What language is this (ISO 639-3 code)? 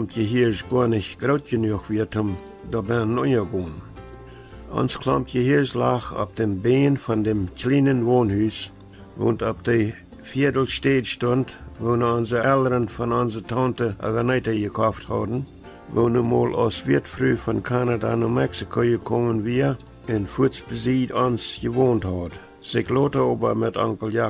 pdt